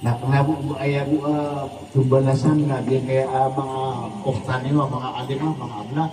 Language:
Maranao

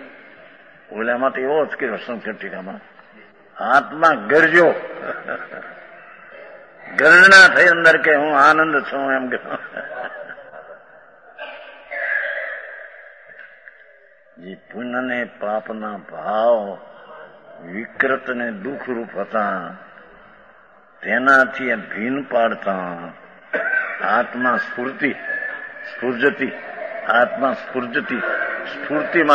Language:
Gujarati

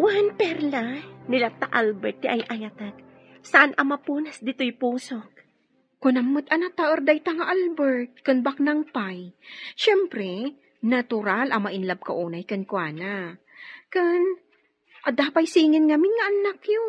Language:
Iloko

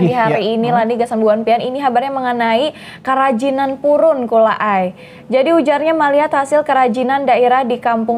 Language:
Banjar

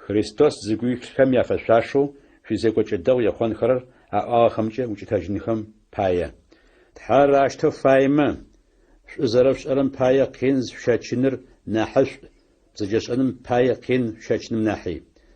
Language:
Adyghe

